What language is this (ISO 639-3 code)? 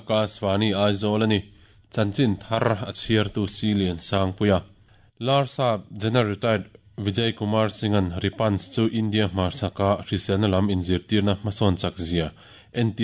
lus